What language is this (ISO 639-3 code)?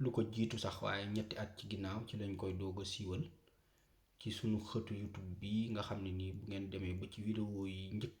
wol